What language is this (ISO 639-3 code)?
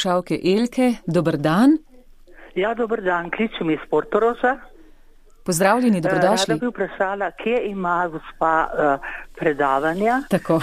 slv